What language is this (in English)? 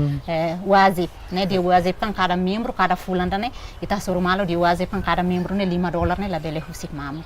Tetum